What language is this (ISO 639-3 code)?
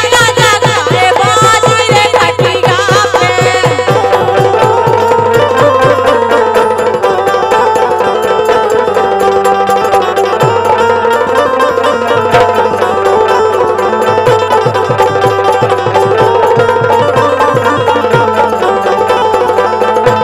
bns